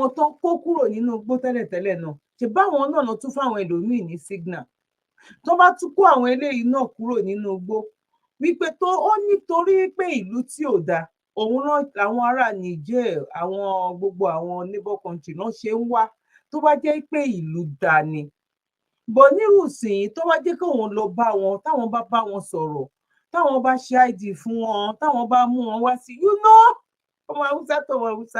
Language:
Yoruba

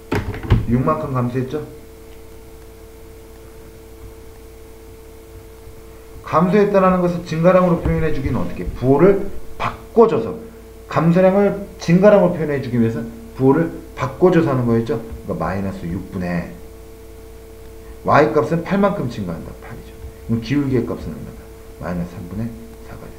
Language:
Korean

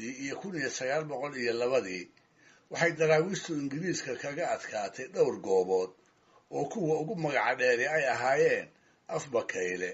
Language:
Somali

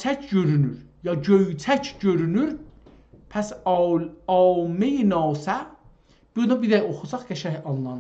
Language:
South Azerbaijani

